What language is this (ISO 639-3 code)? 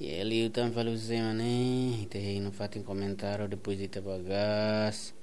tet